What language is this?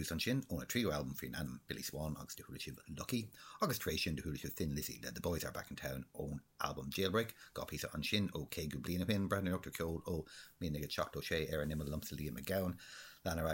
Irish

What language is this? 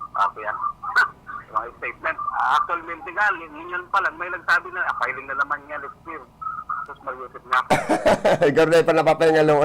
Bikol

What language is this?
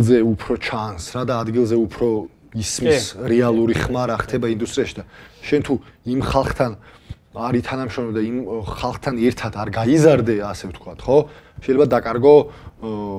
Georgian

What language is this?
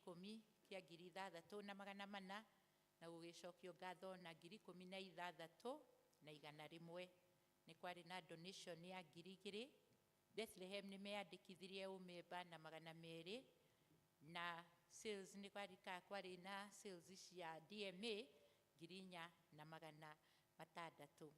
Kikuyu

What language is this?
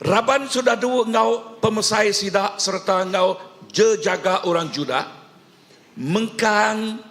Iban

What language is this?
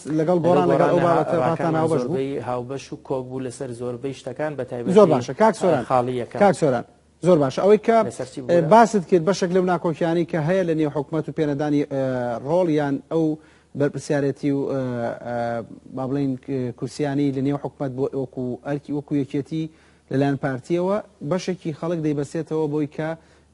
Central Kurdish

